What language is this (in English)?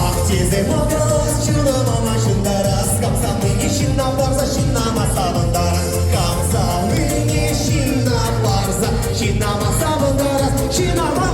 Chuvash